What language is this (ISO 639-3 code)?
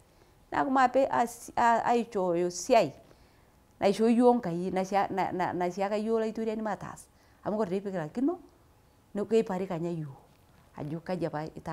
mas